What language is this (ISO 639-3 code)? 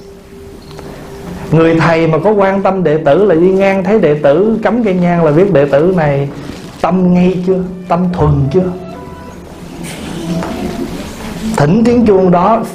vie